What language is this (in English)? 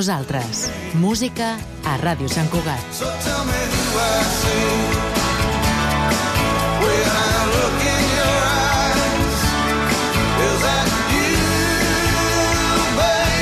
Catalan